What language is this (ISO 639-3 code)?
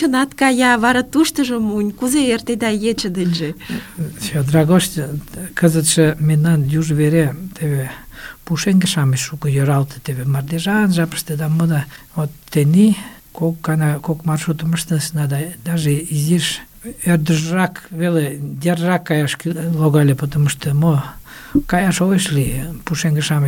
chm